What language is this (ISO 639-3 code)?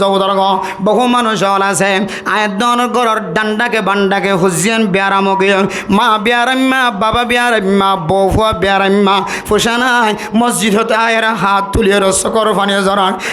rhg